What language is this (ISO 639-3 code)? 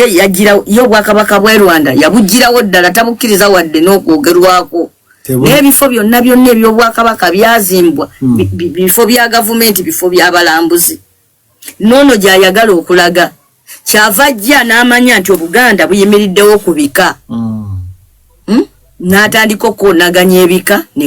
lug